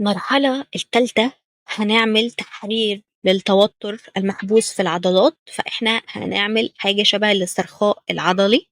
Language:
Egyptian Arabic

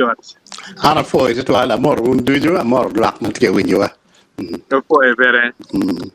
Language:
Acoli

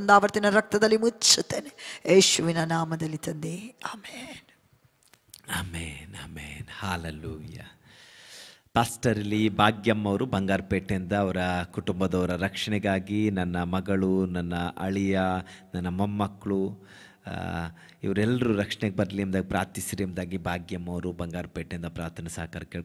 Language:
Kannada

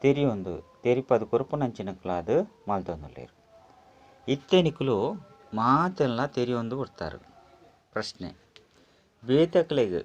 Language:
Tulu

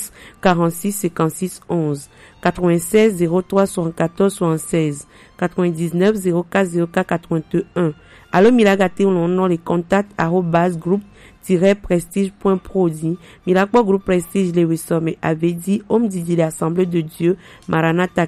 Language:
Gen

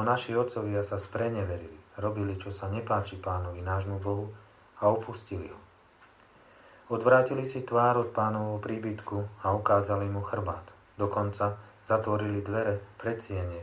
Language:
Slovak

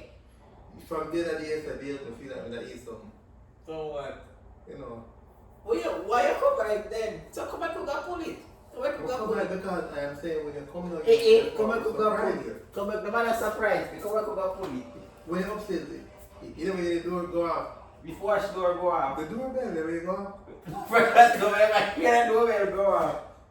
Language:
Jamaican Creole English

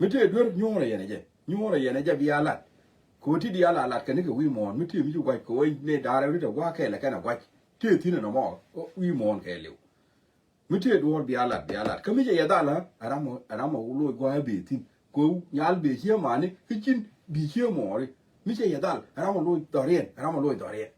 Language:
Nuer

